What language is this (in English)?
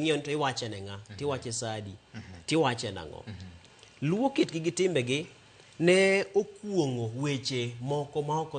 Luo (Kenya and Tanzania)